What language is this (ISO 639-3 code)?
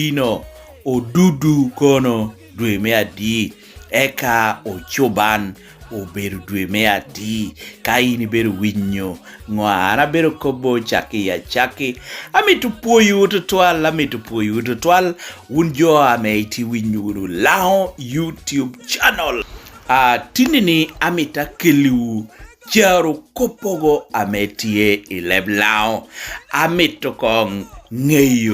laj